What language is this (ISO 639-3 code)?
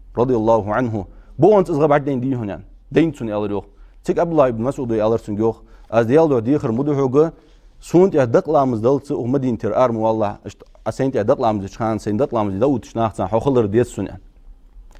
inh